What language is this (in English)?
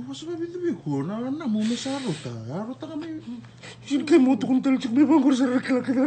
Fijian